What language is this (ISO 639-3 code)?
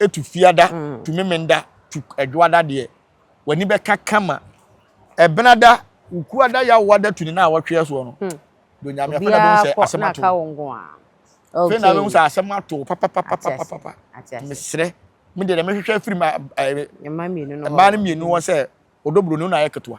aka